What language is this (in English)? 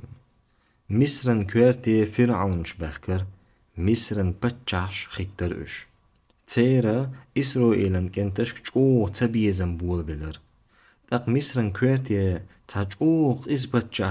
Chechen